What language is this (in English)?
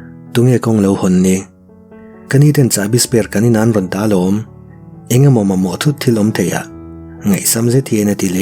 Mizo